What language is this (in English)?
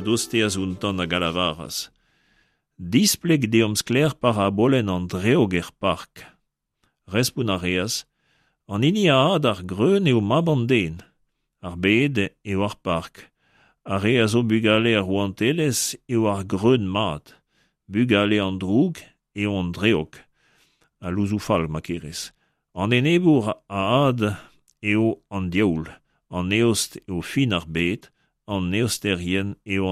Breton